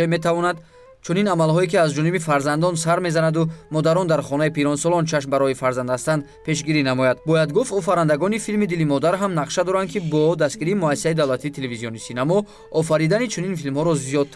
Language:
Tajik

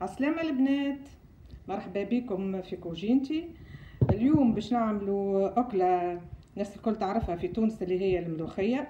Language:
Tunisian Arabic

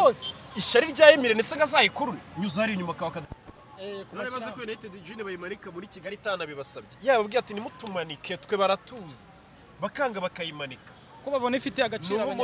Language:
Kinyarwanda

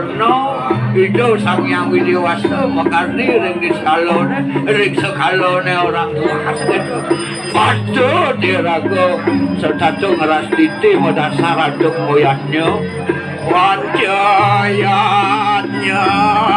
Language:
Balinese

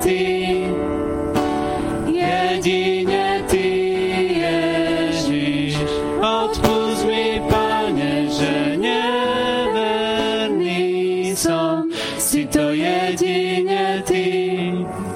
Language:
Slovak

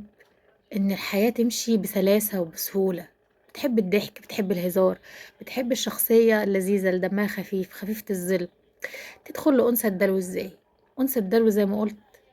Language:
Egyptian Arabic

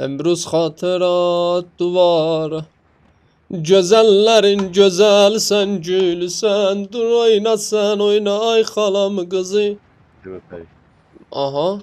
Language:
South Azerbaijani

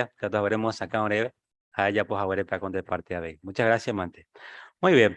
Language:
Guarani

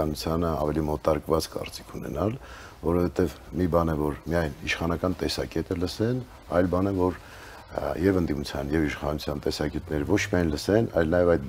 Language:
Armenian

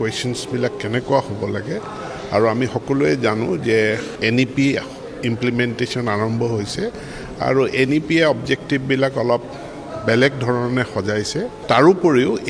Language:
Assamese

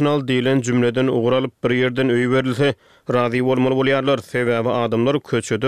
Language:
Turkmen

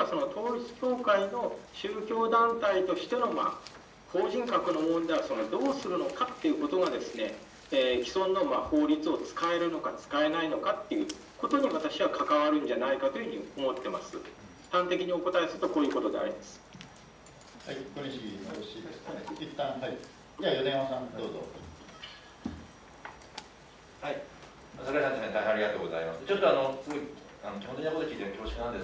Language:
Japanese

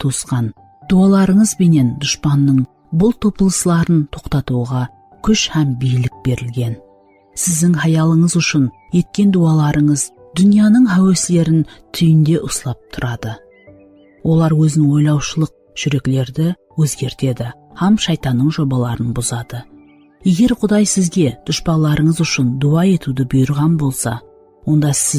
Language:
Kara-Kalpak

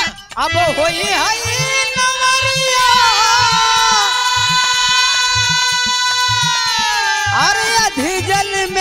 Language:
Bhojpuri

